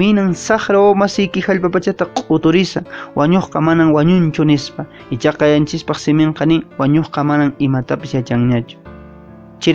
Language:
Quechua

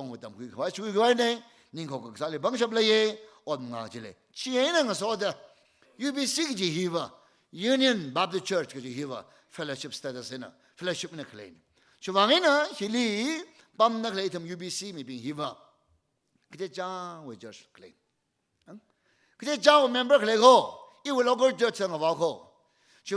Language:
Tangkhul Naga (India)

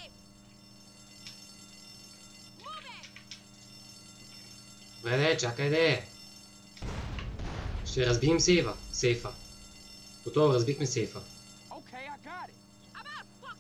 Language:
Bulgarian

